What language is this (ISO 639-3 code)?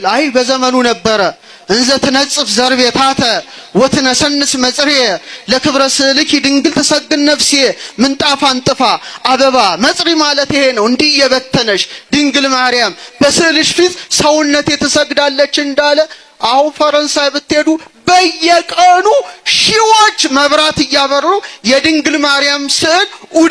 amh